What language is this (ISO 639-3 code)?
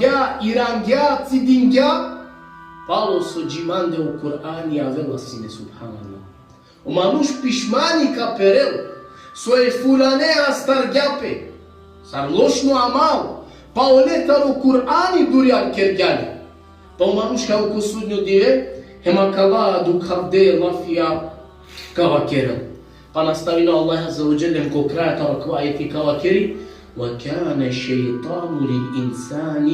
rmn